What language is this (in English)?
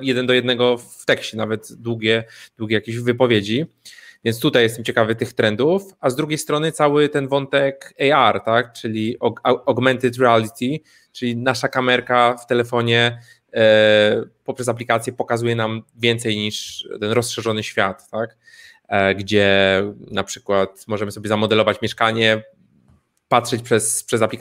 Polish